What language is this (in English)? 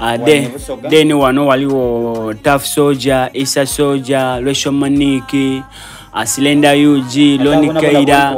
Soga